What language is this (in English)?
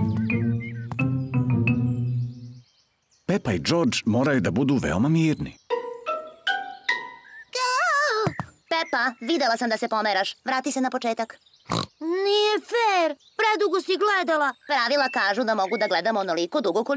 Serbian